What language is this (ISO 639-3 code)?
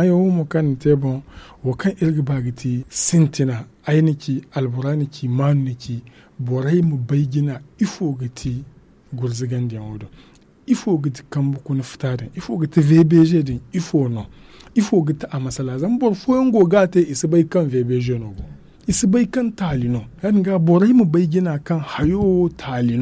dje